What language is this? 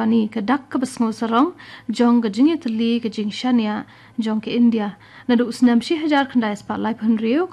Khasi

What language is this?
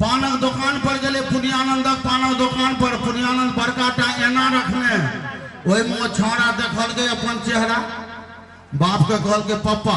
Maithili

